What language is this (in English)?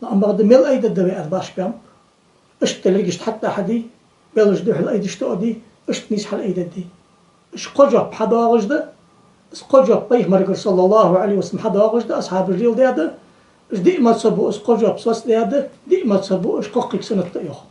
Ingush